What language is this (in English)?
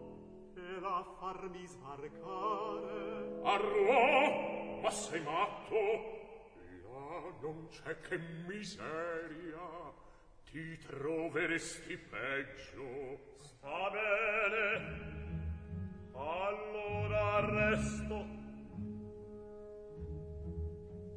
Italian